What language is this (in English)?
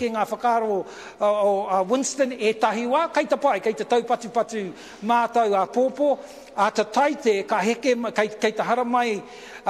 Māori